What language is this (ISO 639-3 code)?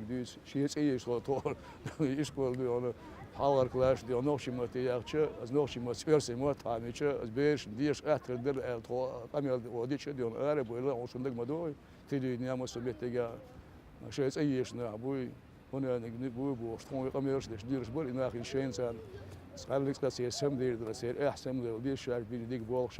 che